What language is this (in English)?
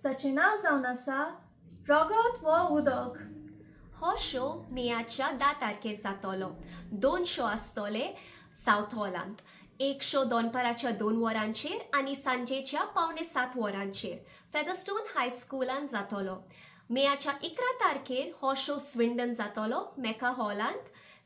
Konkani